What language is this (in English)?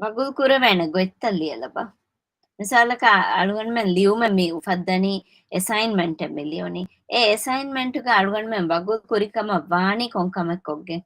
Divehi